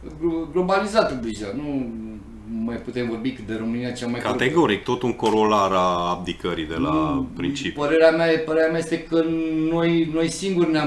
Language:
Romanian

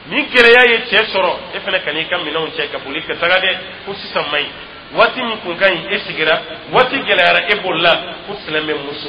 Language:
Dyula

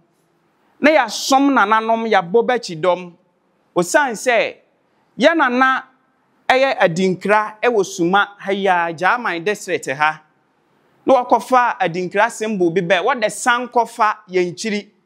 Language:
Akan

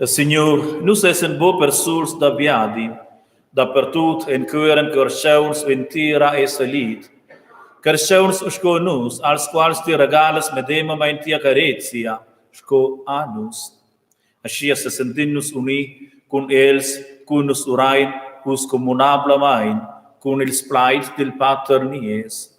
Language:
Romansh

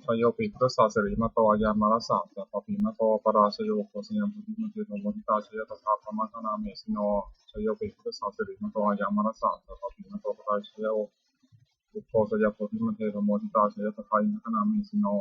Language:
Pali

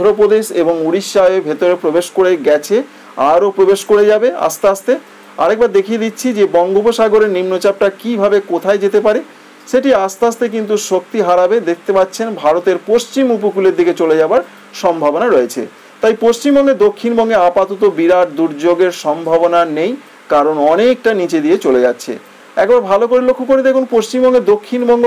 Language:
Bangla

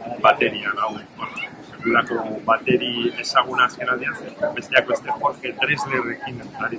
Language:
Basque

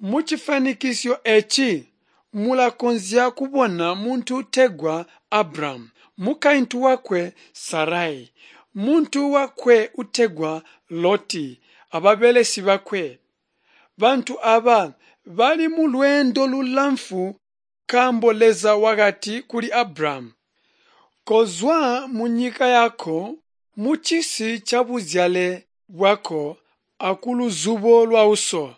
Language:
Tonga (Zambia)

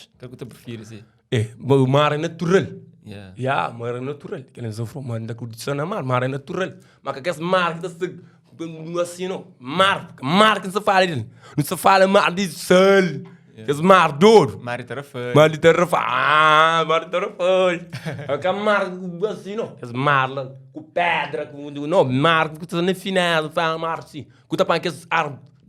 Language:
Kabuverdianu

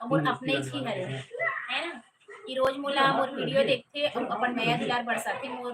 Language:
Chhattisgarhi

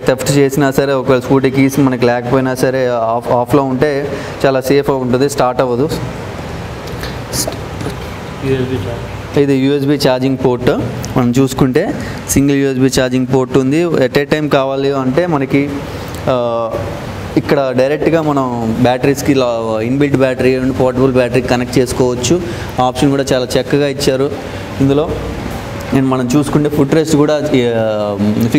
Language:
Telugu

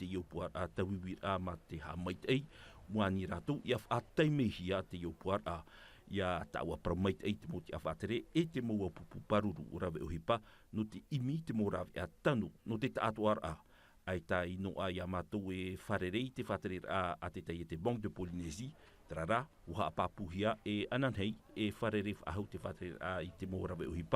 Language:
Tahitian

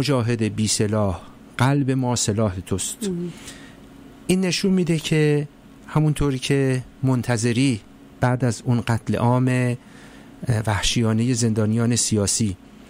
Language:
Persian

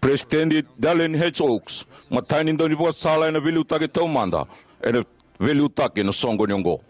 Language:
Fijian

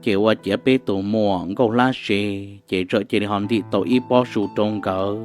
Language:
Hmong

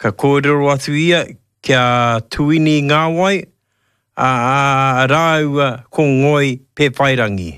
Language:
Māori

